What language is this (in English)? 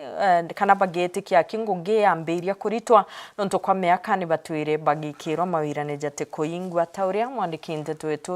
Meru